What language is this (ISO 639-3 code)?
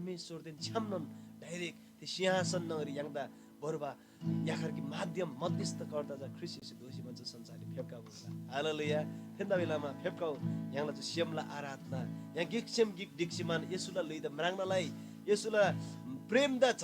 taj